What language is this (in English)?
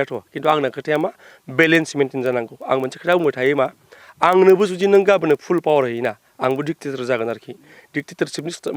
Bodo